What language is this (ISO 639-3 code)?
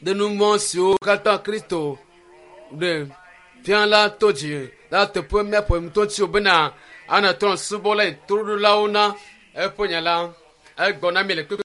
ewe